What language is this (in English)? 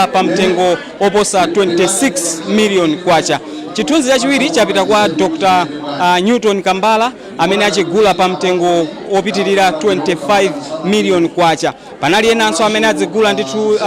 Nyanja